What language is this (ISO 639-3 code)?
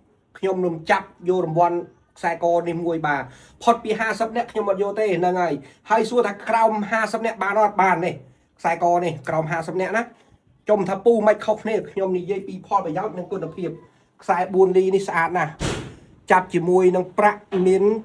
khm